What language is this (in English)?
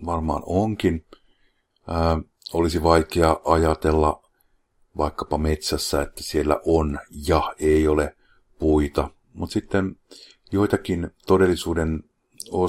Finnish